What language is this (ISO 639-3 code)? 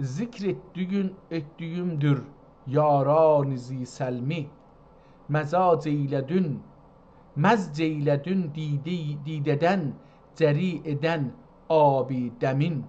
azb